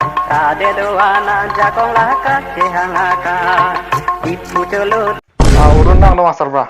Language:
Karbi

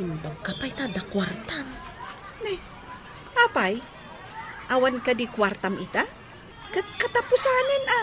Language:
Iloko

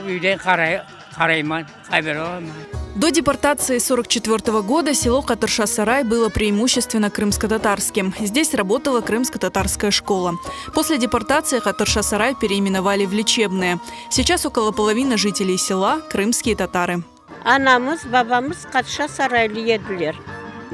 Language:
Crimean Tatar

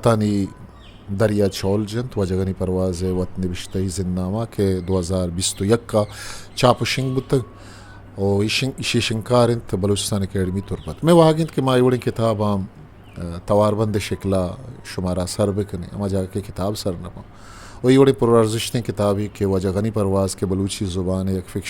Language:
Eastern Balochi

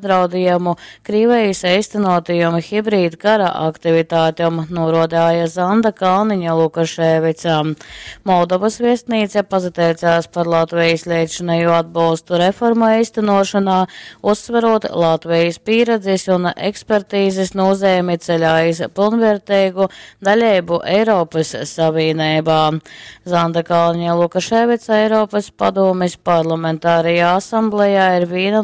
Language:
Latgalian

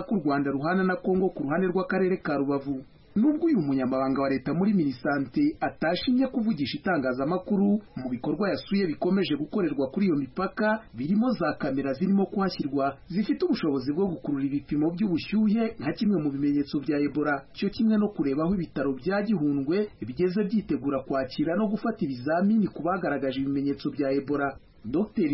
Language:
Kinyarwanda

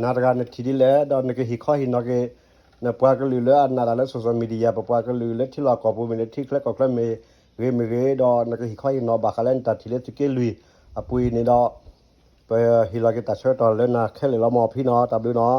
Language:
S'gaw Karen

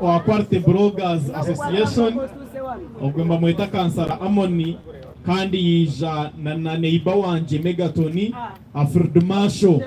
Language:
Nyankole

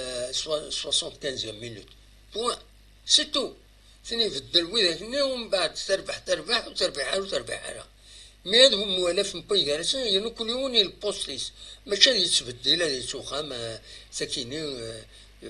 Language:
Kabyle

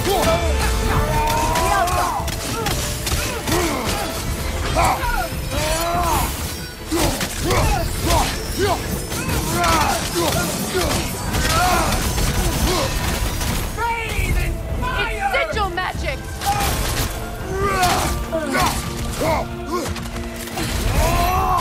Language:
English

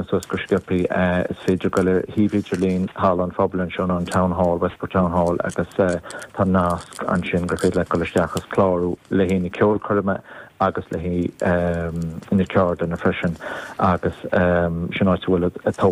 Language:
Irish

